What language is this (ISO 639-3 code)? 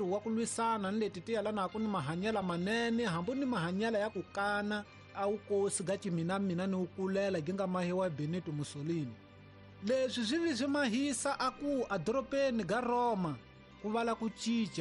tso